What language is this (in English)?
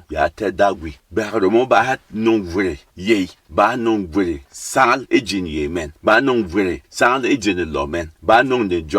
Berom